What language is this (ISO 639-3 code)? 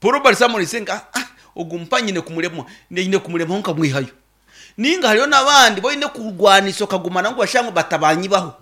nyn